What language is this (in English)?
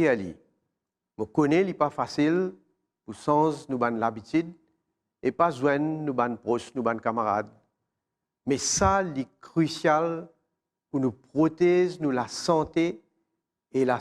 Morisyen